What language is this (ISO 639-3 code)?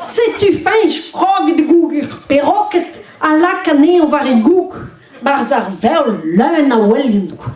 bre